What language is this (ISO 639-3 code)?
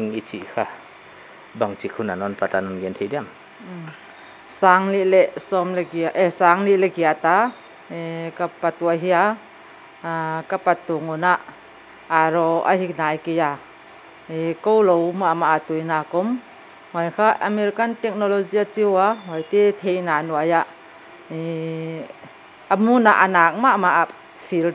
pck